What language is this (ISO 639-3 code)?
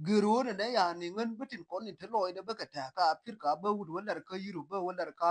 nus